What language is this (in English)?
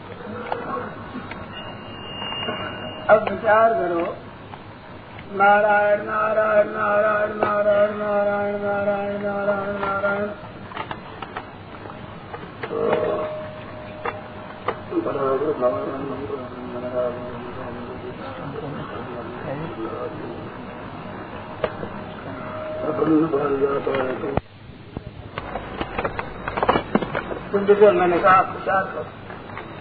Hindi